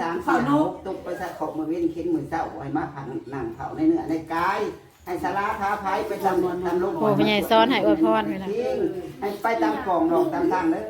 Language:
Northeastern Thai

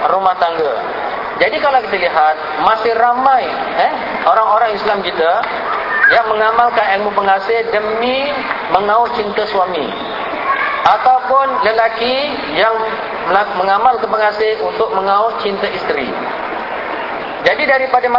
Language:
Malay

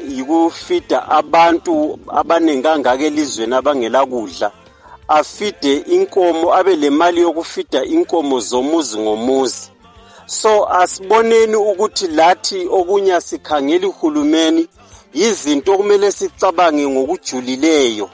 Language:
North Ndebele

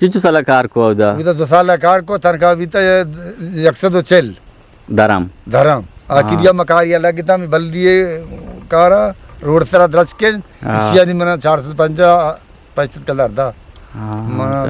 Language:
Eastern Balochi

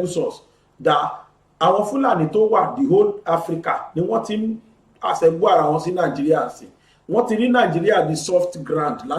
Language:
Yoruba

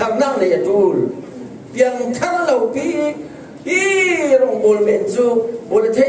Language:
Falam Chin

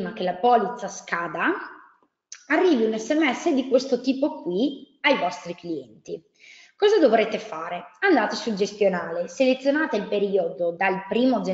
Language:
Italian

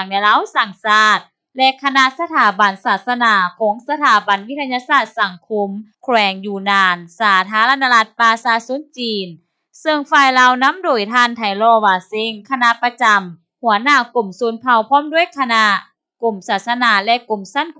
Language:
Lao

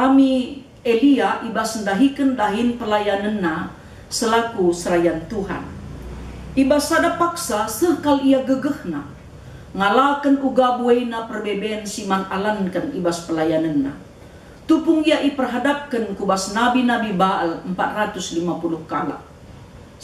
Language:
Batak Karo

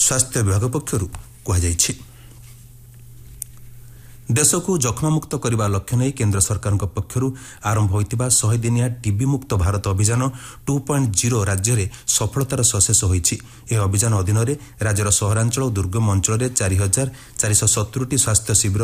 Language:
Odia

